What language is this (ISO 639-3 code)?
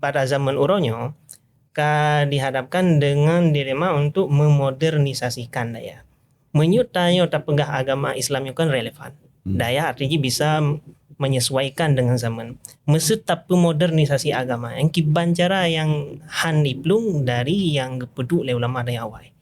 ace